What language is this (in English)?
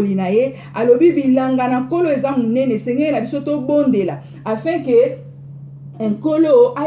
Lingala